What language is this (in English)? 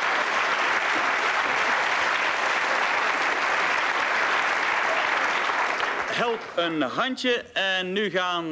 Dutch